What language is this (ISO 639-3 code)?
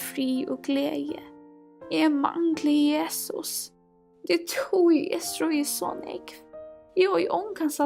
fao